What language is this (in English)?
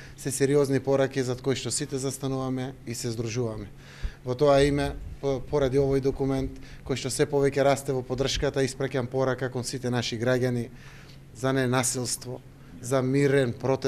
Macedonian